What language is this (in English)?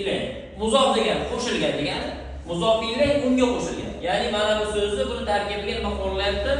Uzbek